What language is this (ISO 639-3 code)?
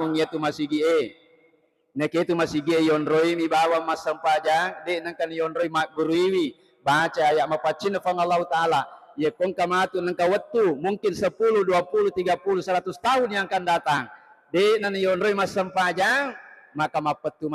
bug